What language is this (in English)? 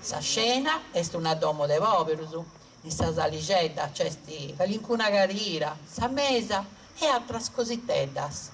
Sardinian